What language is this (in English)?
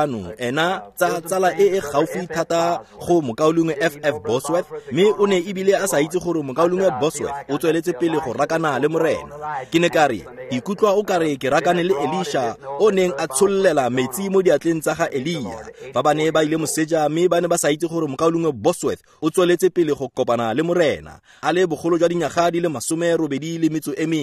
Tswana